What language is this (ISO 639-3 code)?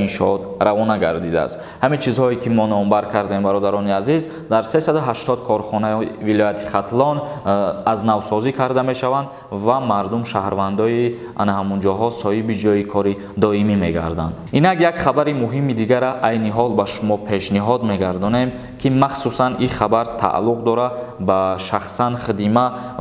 tgk